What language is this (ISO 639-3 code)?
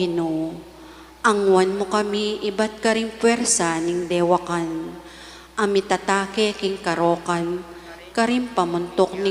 pam